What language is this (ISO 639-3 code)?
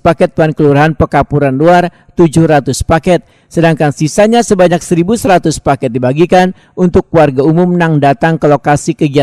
bjn